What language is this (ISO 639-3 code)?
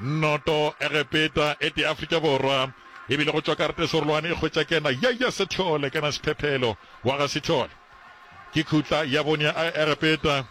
nso